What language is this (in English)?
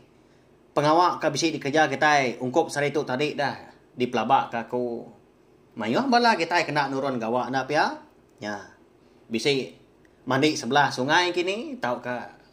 Iban